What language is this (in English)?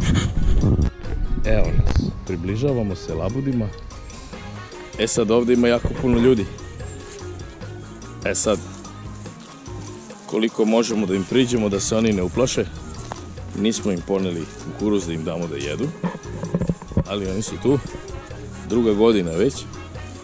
Serbian